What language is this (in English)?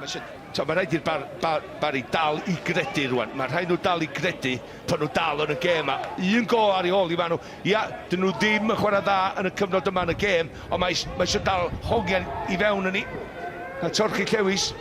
Welsh